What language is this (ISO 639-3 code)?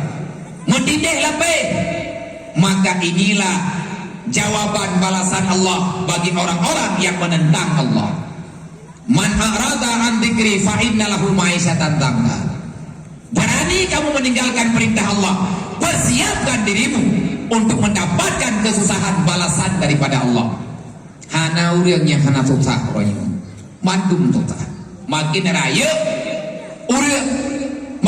ace